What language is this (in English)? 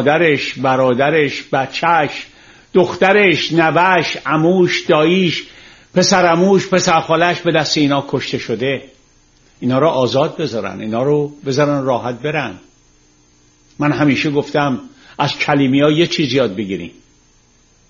Persian